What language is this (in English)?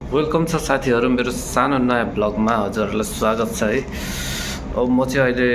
Nepali